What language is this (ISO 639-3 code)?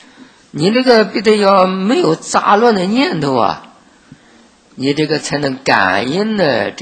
zho